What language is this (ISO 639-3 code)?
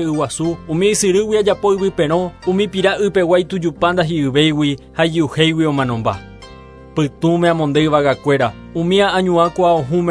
grn